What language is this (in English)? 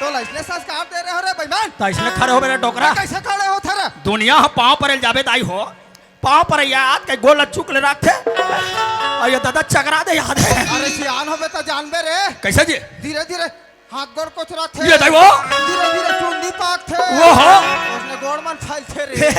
Chhattisgarhi